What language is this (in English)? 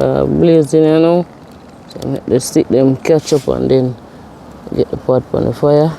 Jamaican Creole English